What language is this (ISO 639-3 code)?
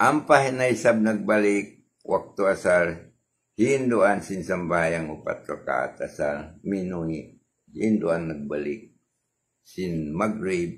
tsg